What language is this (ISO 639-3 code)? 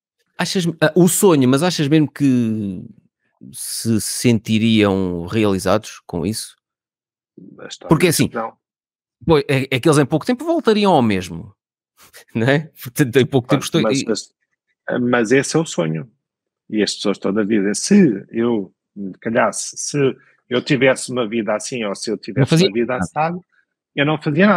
por